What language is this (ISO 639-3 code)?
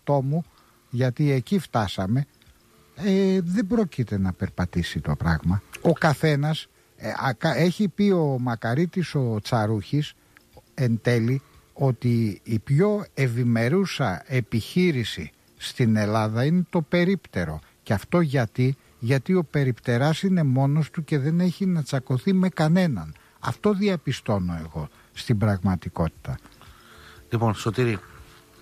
ell